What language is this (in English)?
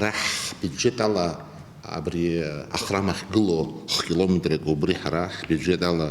Abkhazian